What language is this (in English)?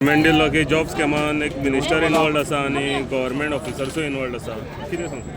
Konkani